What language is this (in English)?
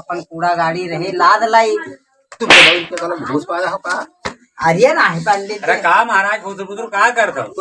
Awadhi